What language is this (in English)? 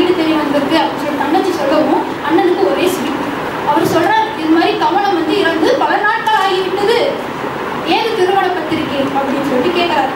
Tamil